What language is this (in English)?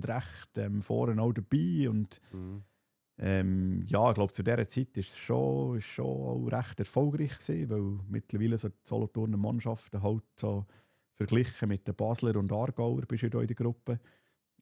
Swiss German